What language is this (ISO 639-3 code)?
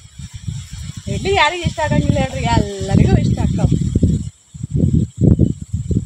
kan